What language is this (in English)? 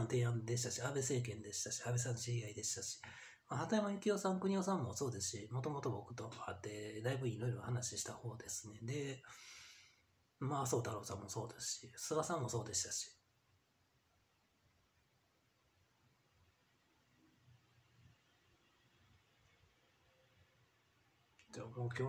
Japanese